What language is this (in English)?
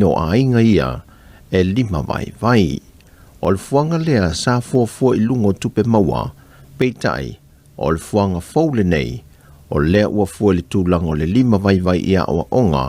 Samoan